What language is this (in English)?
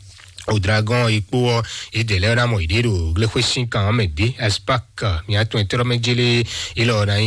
Fon